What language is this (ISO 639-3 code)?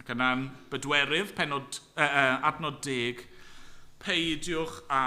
cym